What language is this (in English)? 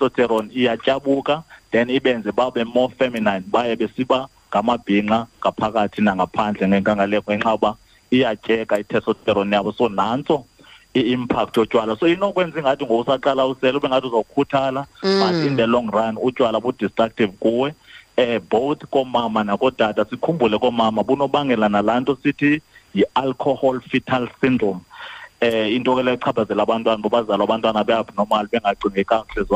Xhosa